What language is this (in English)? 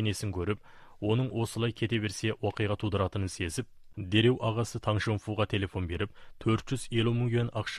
Kazakh